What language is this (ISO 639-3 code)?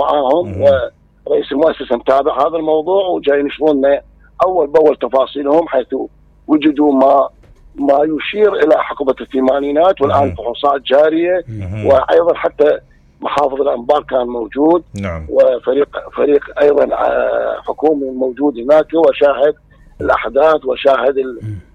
acm